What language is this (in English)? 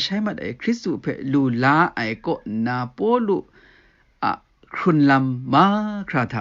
Kachin